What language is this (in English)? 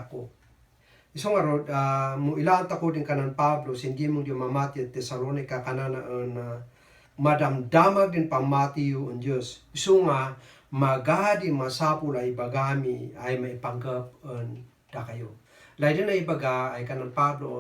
Kankanaey